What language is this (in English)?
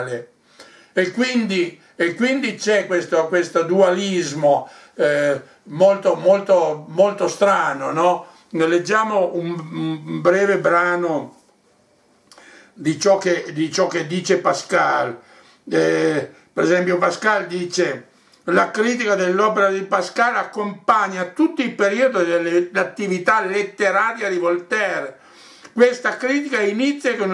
Italian